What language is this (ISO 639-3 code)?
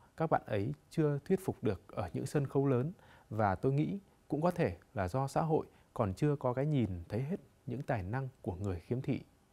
vie